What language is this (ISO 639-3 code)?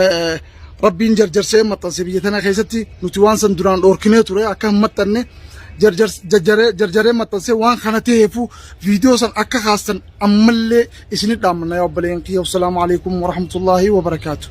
orm